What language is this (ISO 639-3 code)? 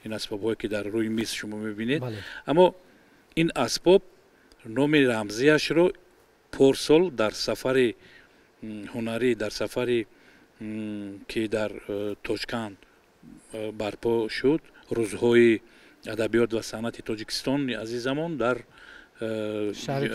tgk